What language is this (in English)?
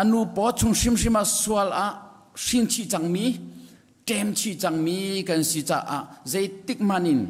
Hakha Chin